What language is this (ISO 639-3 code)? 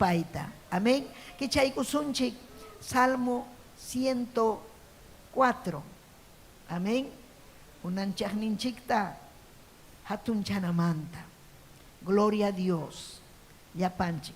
quy